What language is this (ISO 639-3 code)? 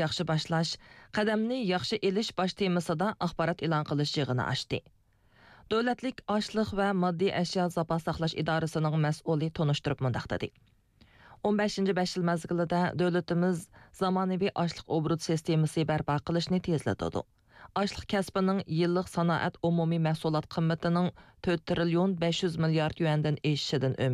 uig